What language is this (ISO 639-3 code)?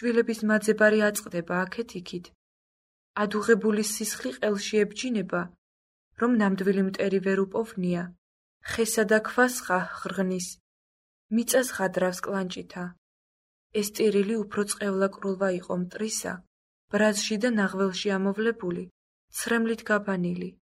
kat